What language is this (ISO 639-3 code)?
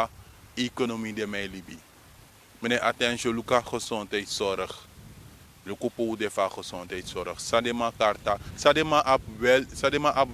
srn